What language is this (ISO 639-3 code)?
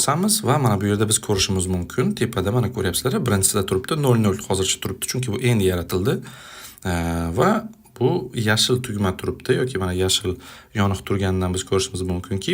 uzb